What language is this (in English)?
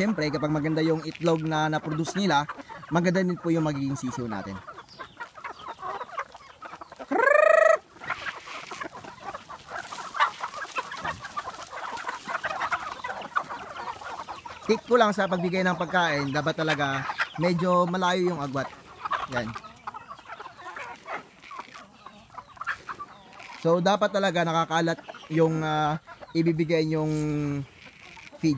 Filipino